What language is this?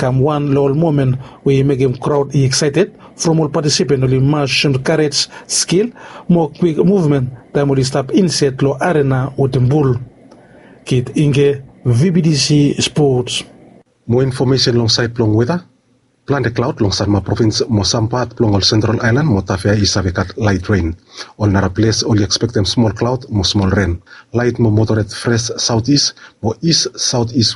Bislama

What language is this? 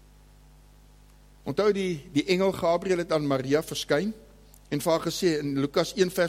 Afrikaans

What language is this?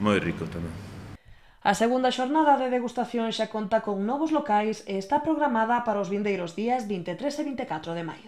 Galician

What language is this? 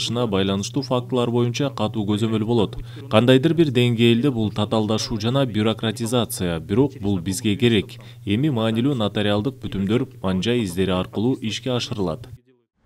Kyrgyz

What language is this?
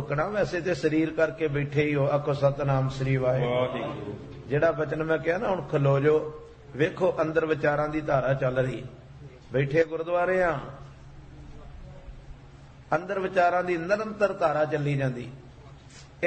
Punjabi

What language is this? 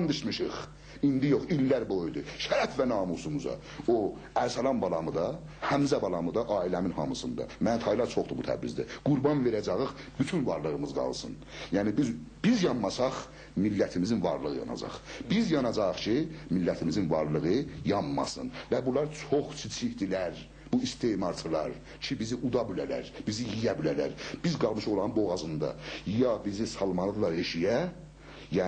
South Azerbaijani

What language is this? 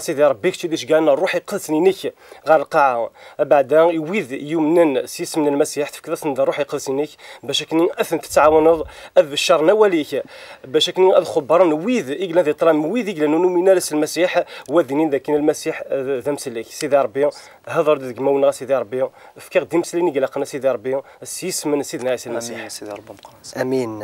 Kabyle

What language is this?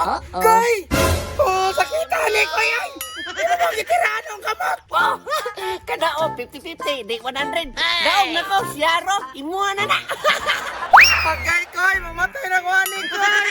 Cebuano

